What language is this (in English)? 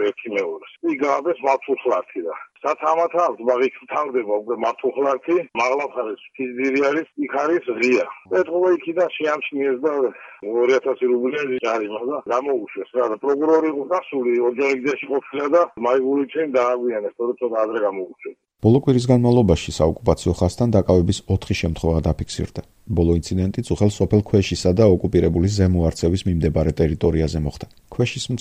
Georgian